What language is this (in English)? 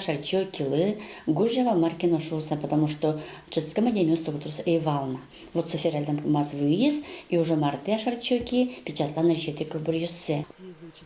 Udmurt